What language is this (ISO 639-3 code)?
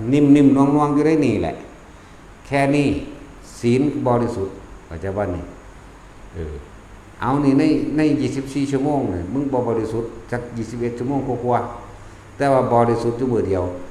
tts